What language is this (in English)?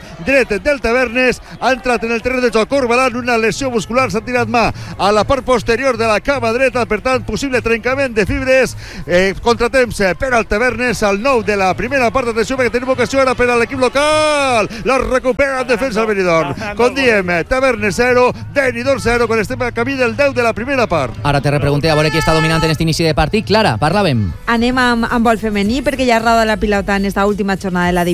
Catalan